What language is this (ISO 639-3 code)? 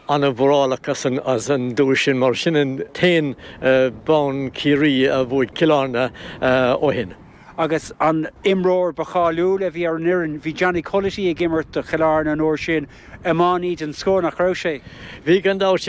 gle